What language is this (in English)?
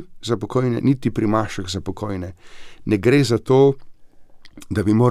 Slovenian